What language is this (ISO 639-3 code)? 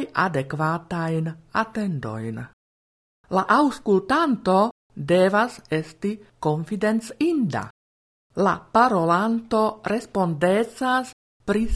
epo